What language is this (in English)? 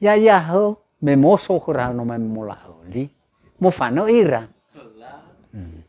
Nias